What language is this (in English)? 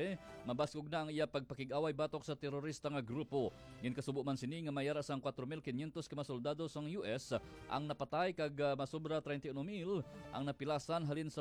Hiligaynon